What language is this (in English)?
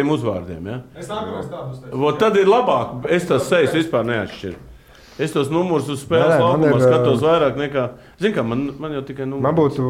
Latvian